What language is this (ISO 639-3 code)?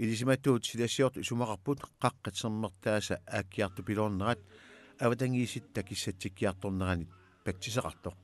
kal